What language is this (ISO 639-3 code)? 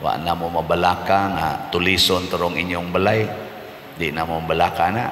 ceb